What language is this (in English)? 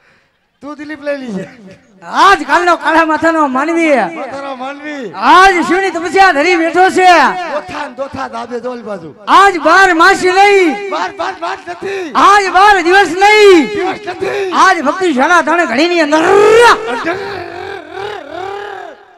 Gujarati